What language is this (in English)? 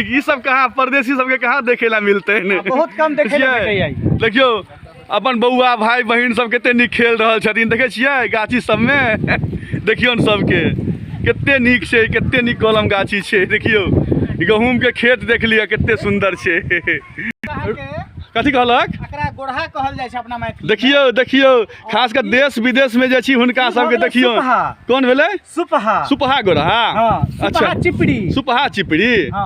Maithili